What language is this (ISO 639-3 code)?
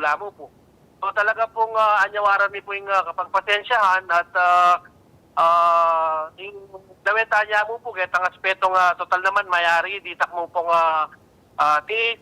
pam